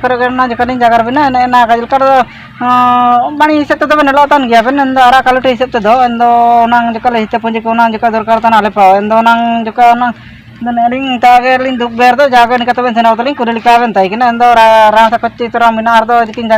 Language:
Ho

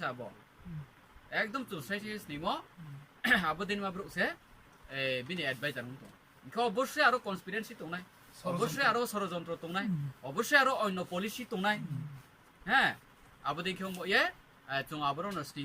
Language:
Riang (India)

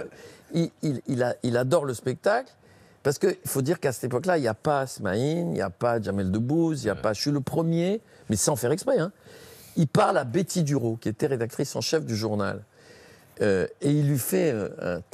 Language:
French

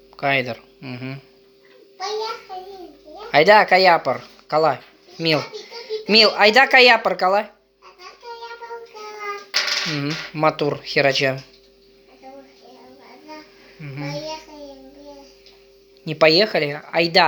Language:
Chuvash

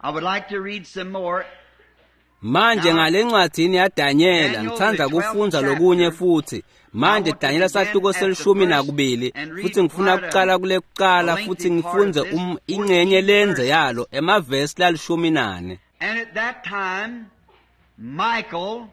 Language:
Swati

